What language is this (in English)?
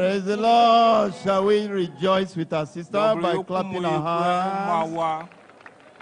Ewe